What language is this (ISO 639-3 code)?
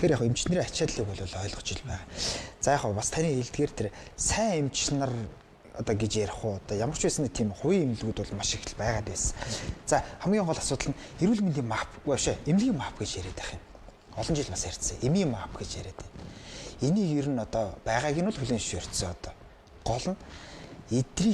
mon